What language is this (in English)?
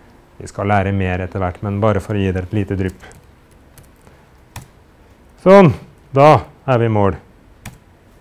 Norwegian